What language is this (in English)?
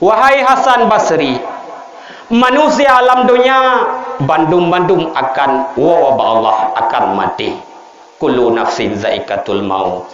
Achinese